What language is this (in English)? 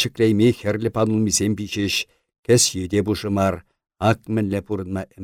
Chuvash